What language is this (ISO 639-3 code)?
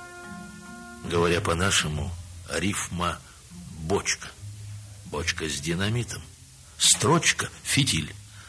rus